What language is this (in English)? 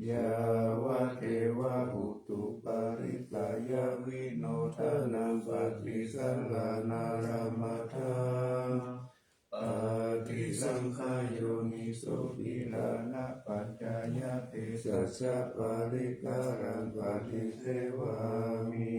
Pali